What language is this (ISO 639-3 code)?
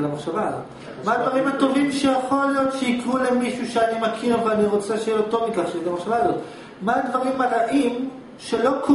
heb